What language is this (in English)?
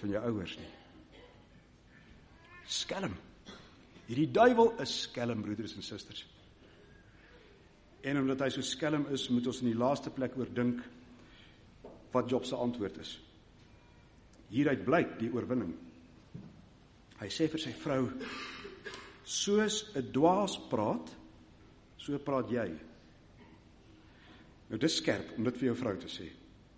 Afrikaans